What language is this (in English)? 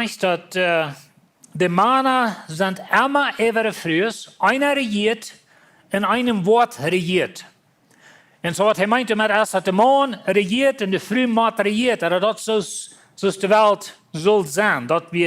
Plautdietsch